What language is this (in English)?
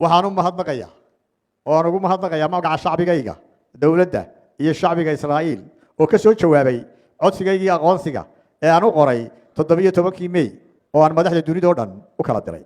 Somali